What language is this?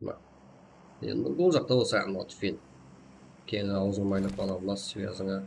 Kara-Kalpak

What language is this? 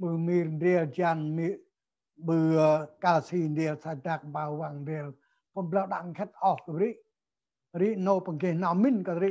Central Mnong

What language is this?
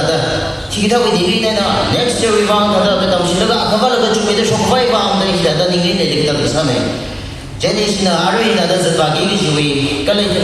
Tangkhul Naga (India)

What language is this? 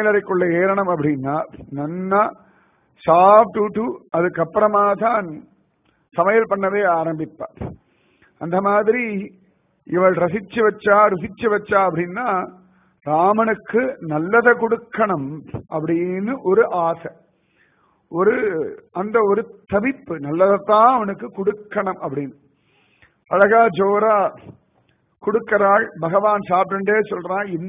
Tamil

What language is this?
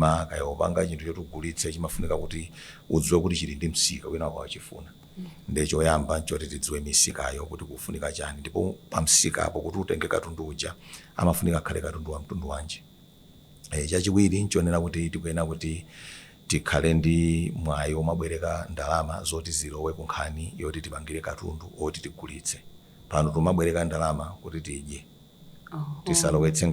Nyanja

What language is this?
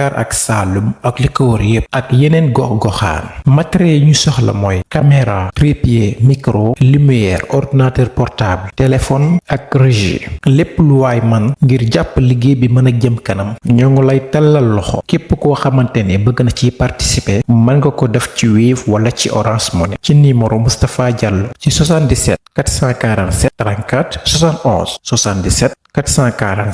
Wolof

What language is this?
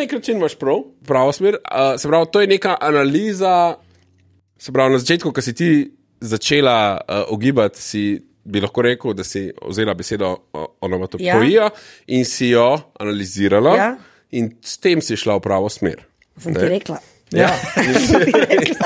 Slovenian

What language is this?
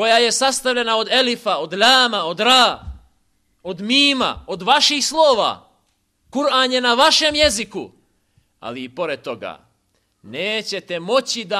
Bosnian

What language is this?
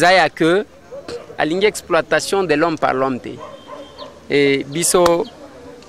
Lingala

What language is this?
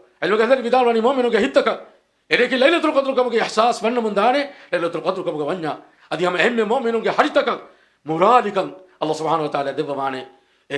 Divehi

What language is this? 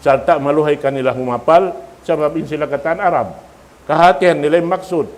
Tausug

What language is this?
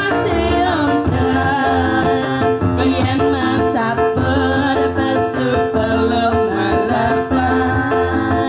Balinese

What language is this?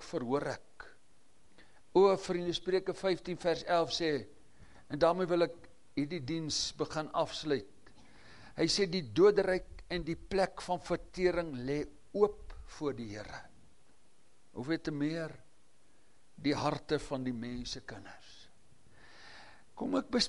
Afrikaans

